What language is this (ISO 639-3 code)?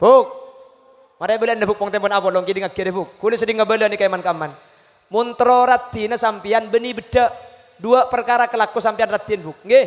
mad